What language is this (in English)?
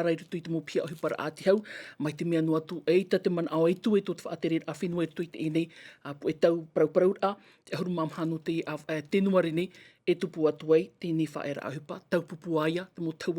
Tahitian